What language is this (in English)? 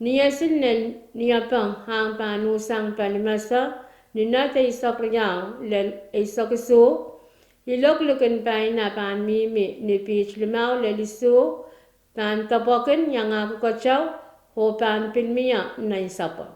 Pohnpeian